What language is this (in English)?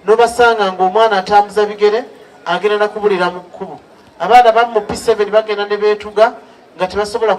Ganda